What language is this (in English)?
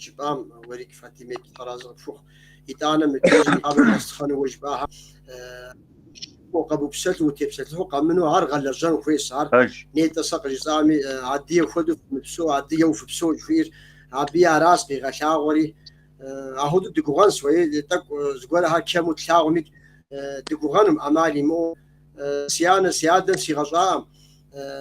Kabardian